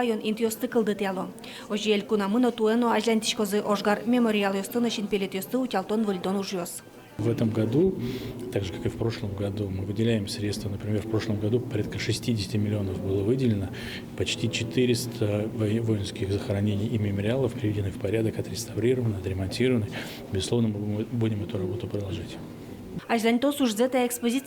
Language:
Udmurt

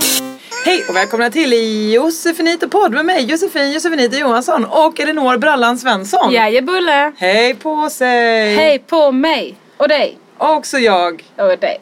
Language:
Swedish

